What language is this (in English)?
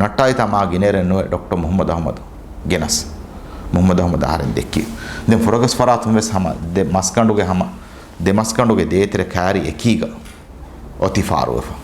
Divehi